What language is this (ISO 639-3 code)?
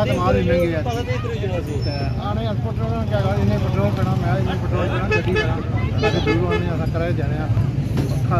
phr